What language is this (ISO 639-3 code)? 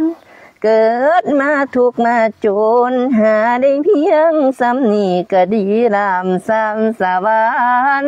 lao